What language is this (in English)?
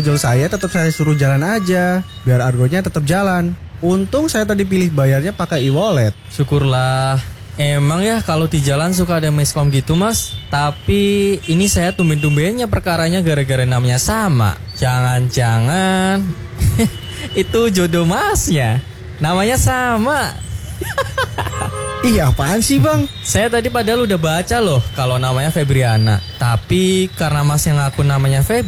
Indonesian